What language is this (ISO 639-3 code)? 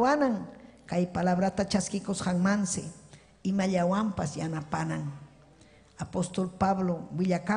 quy